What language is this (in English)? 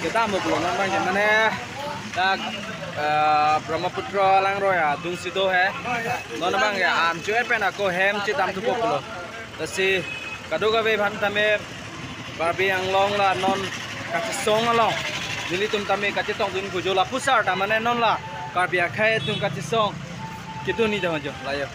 Karbi